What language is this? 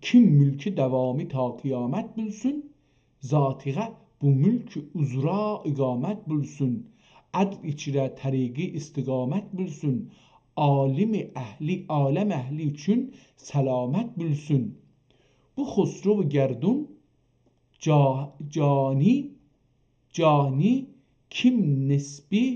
South Azerbaijani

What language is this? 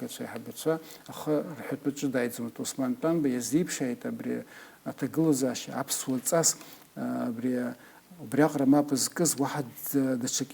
Abkhazian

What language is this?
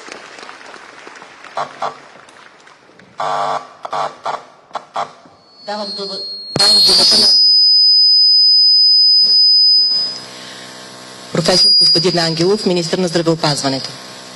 Bulgarian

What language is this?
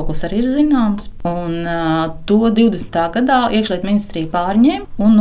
Latvian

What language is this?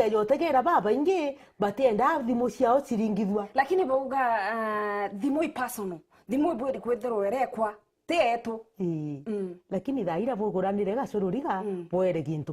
Meru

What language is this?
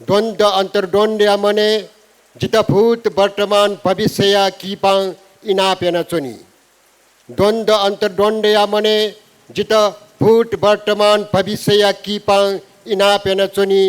Newari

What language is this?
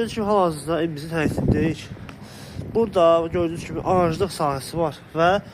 Azerbaijani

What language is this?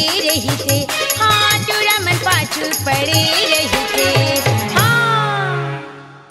Chhattisgarhi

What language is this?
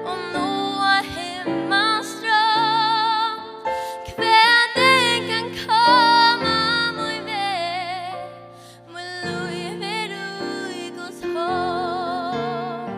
Faroese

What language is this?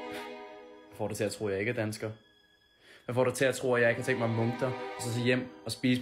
Danish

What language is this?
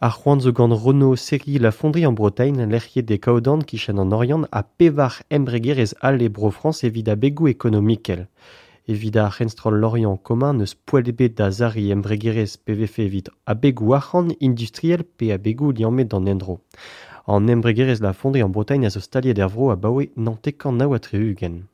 Breton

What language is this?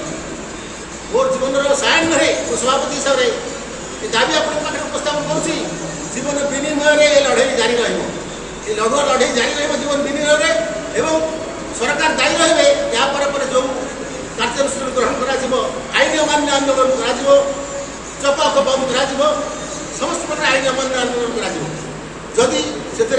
Odia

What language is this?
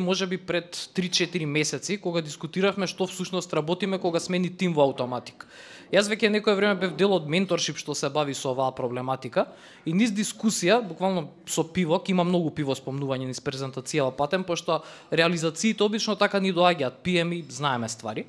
Macedonian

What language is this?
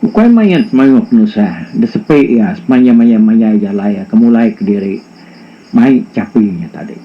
Iban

